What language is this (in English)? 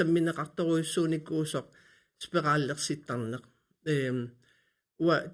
Kalaallisut